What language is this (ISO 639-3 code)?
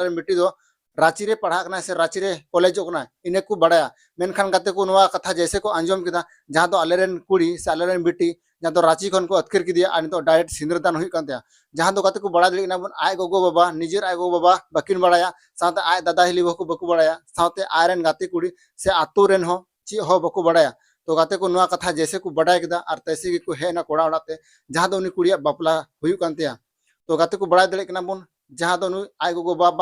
sat